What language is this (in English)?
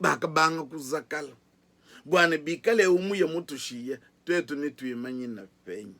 Luba-Lulua